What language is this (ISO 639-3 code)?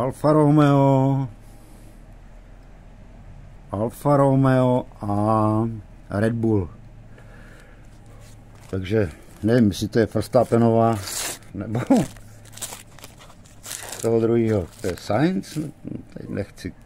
ces